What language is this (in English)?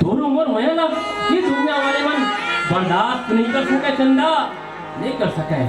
Chhattisgarhi